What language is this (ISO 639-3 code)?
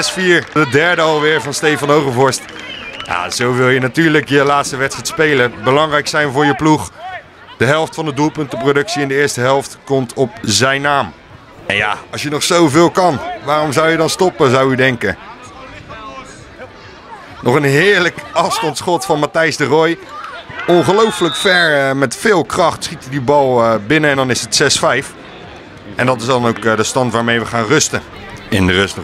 nld